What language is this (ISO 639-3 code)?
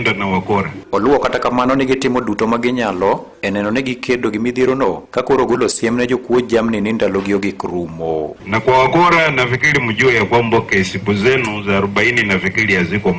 luo